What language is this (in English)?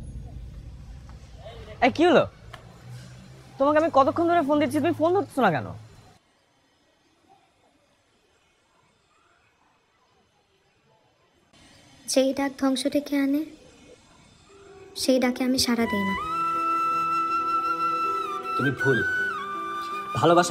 Bangla